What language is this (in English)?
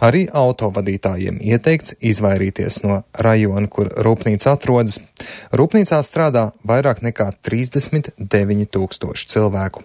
Latvian